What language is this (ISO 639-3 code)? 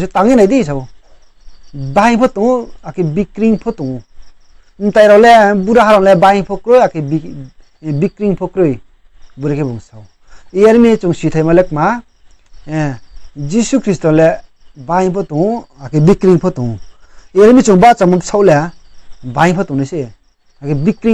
ria